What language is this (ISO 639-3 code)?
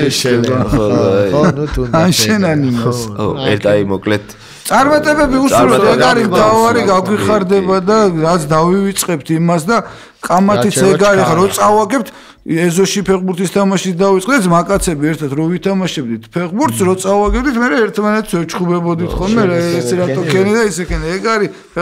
kat